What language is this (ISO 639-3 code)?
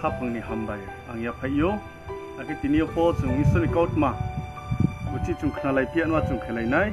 ria